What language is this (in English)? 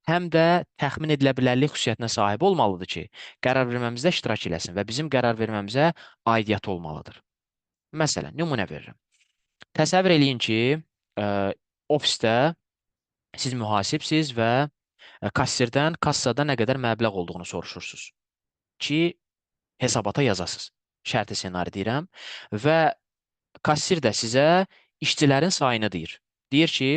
Azerbaijani